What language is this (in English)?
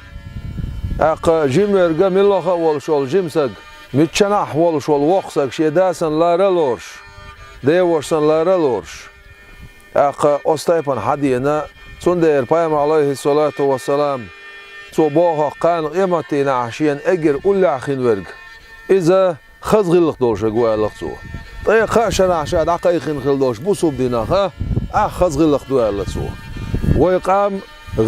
Chechen